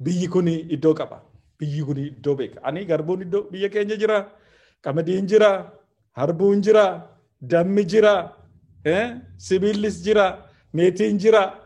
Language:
Oromo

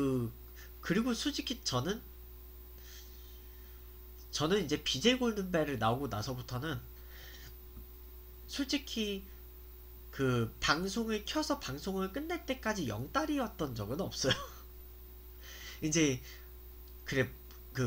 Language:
Korean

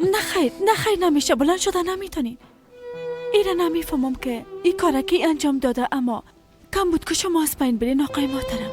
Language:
Persian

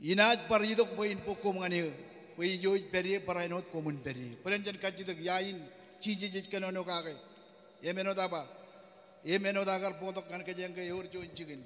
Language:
Marshallese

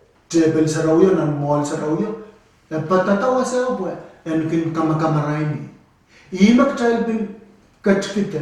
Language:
Pohnpeian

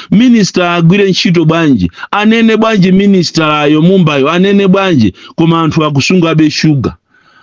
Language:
Nyanja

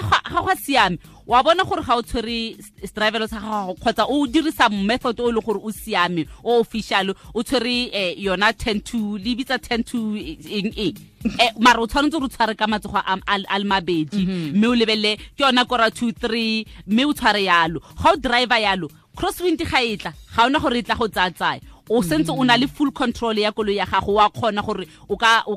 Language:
Tswana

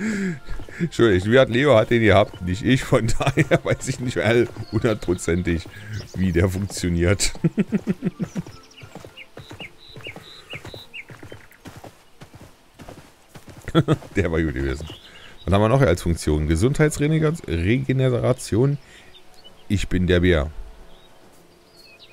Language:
German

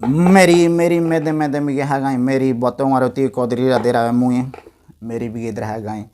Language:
Ngäbere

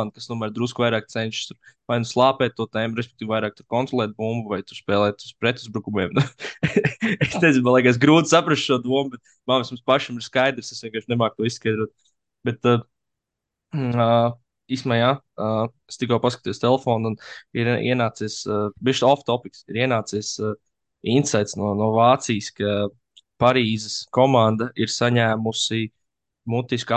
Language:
Latvian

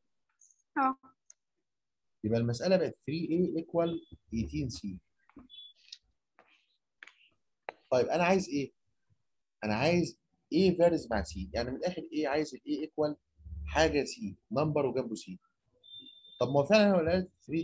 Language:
Egyptian Arabic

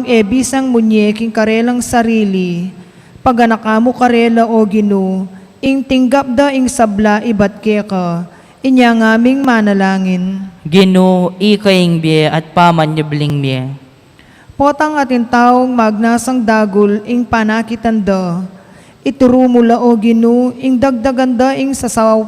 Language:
Pampanga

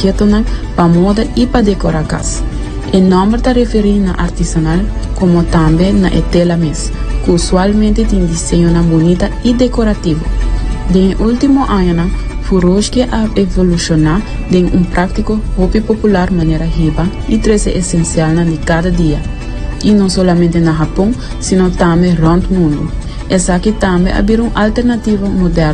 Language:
Papiamento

